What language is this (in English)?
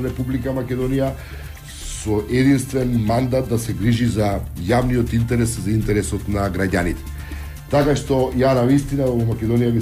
Macedonian